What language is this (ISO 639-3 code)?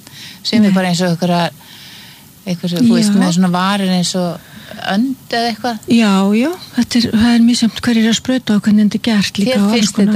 isl